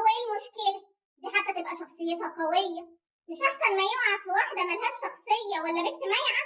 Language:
Egyptian Arabic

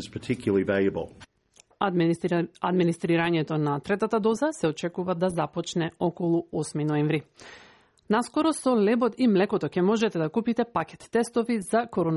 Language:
Macedonian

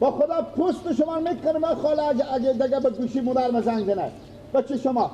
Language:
Persian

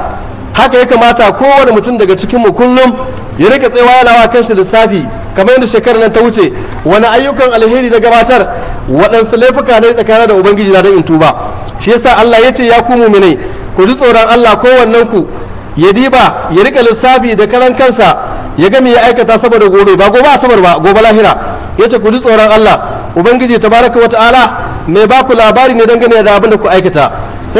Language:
Hausa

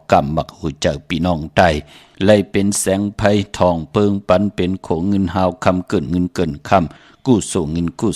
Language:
Shan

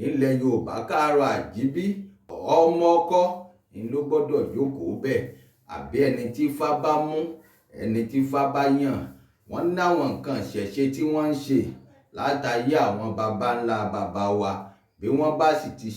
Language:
Yoruba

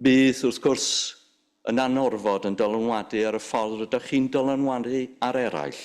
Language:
Welsh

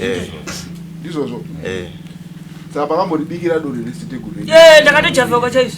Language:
Shona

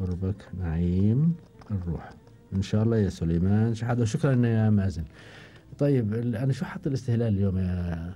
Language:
Gulf Arabic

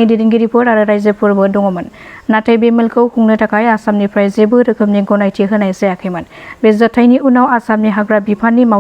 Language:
Bodo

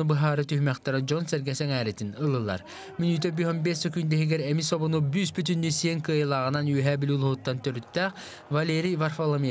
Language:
Yakut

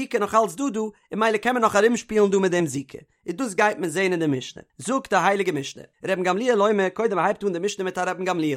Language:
Yiddish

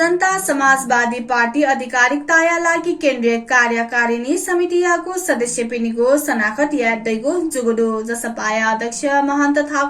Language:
Newari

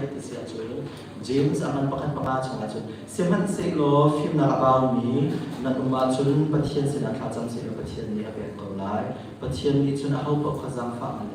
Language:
Hakha Chin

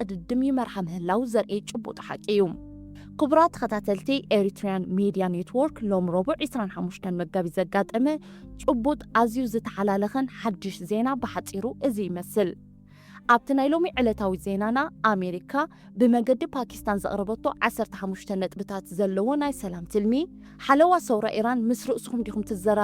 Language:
Tigrinya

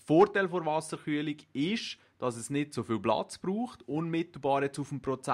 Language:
Swiss German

